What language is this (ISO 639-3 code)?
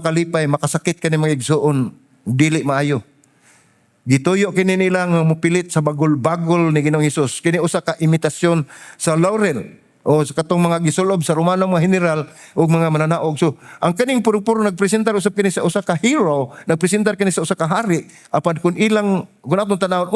ceb